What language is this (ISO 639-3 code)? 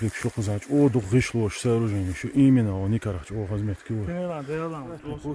che